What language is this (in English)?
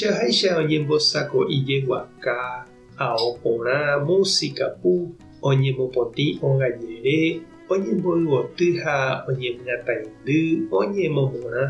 Guarani